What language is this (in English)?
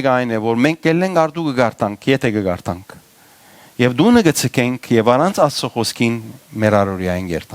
Western Armenian